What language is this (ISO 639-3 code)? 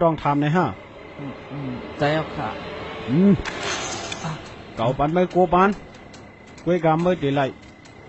shn